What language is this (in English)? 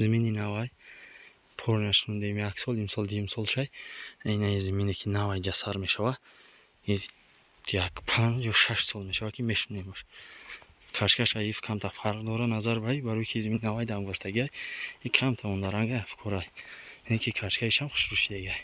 Tajik